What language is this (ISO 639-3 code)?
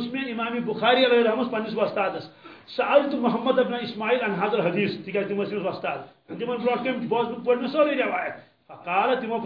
kas